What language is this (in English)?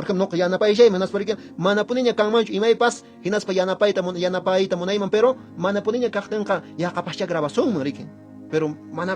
Quechua